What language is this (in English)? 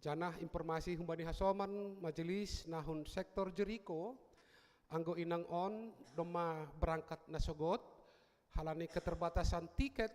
Batak Simalungun